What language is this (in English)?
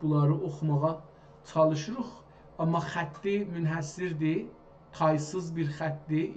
South Azerbaijani